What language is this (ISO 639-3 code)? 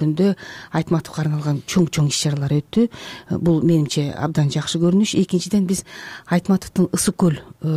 kir